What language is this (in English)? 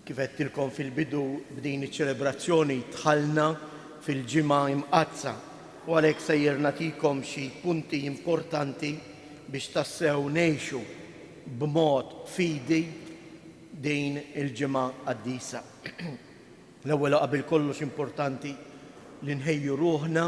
Maltese